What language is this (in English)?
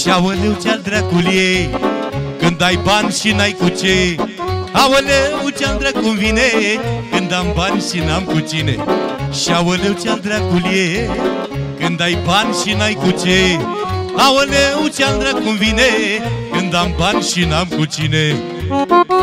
Romanian